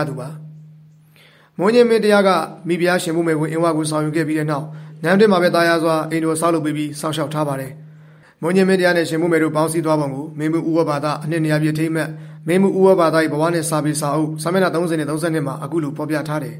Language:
Burmese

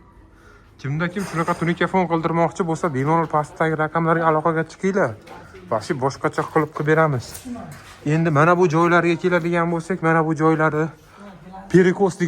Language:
Uzbek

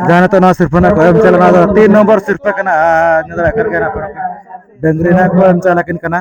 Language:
Santali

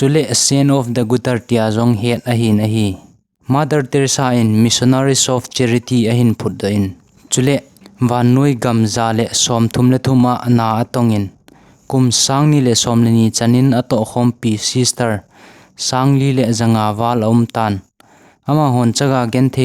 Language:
Thado Chin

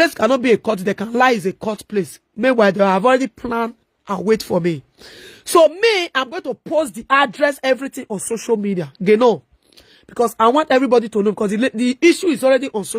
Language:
Nigerian Pidgin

